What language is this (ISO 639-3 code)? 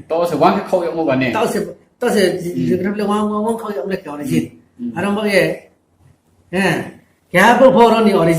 ria